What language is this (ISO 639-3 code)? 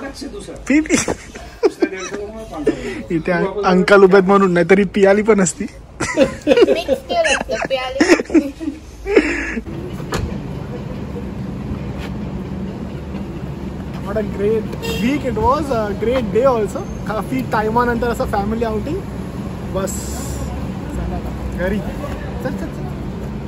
mar